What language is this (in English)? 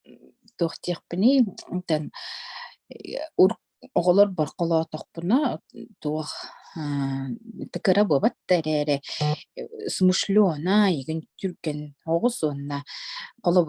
Yakut